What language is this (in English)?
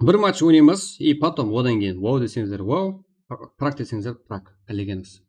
Kara-Kalpak